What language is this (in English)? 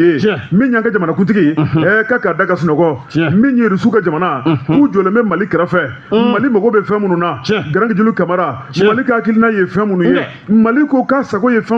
Bambara